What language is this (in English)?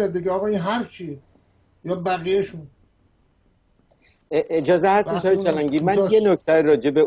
Persian